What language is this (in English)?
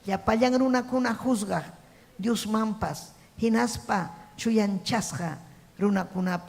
Ayacucho Quechua